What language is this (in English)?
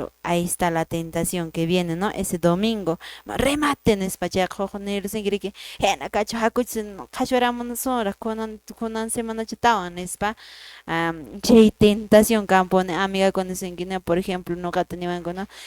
Quechua